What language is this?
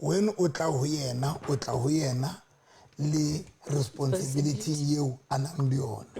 Southern Sotho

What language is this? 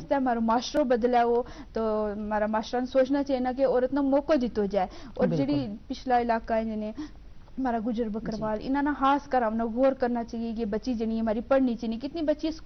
Gujari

